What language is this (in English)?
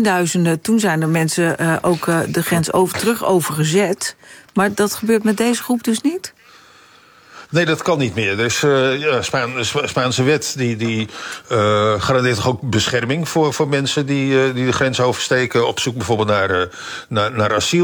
Dutch